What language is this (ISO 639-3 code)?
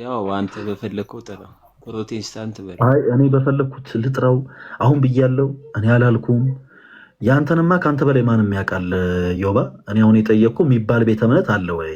amh